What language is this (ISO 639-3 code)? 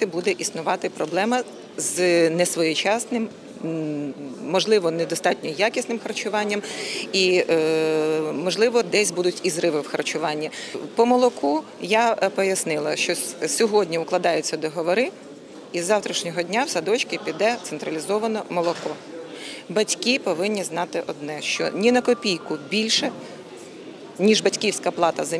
ukr